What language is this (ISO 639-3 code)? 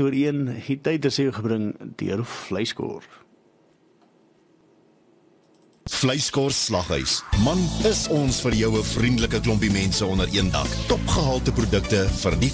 afr